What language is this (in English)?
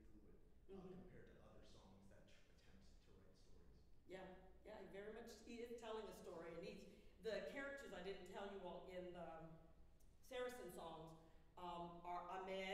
English